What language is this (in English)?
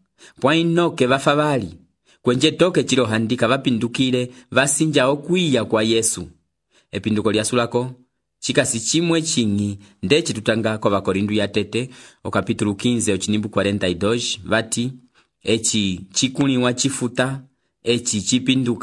Umbundu